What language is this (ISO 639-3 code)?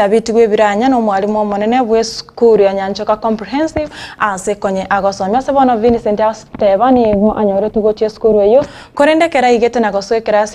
guz